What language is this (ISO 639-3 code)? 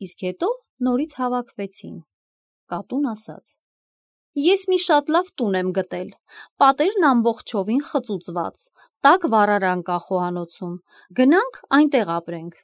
hye